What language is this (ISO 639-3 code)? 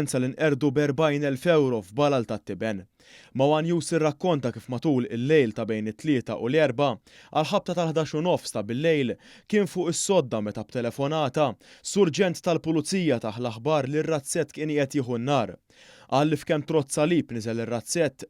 mlt